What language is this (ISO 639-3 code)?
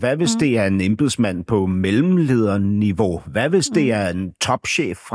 dan